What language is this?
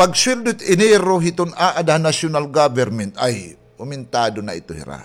Waray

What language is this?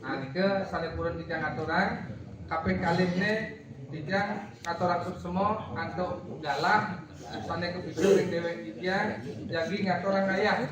Balinese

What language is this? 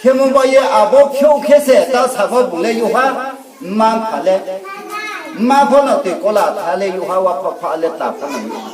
Riang (India)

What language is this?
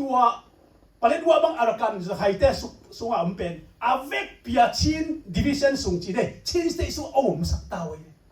Tedim Chin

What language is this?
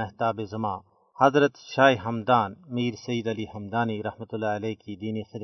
Gujari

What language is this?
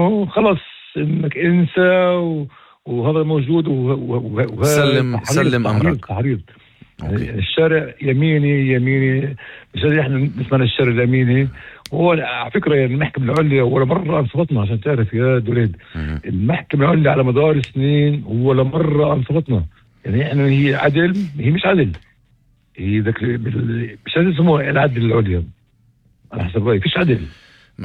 North Levantine Arabic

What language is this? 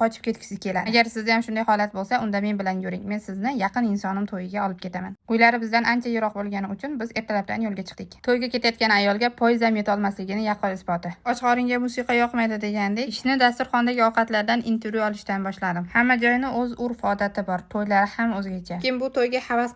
Uzbek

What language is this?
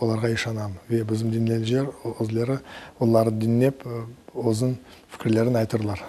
Crimean Tatar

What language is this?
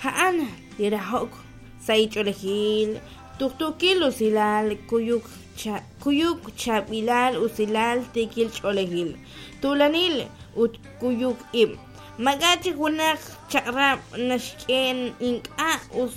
Kekchí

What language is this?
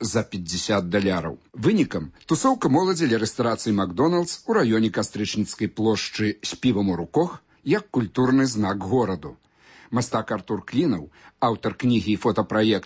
Belarusian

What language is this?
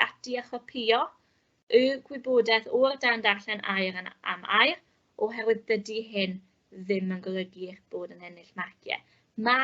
Welsh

